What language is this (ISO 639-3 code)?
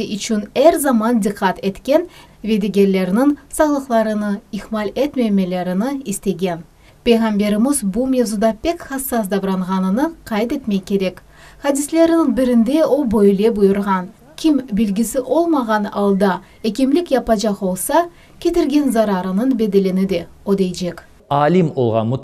crh